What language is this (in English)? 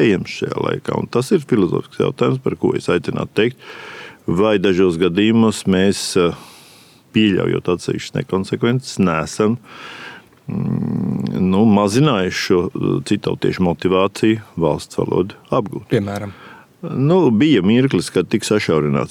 Latvian